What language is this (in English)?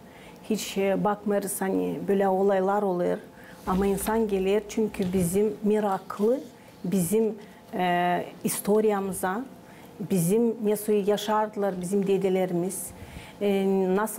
Gagauz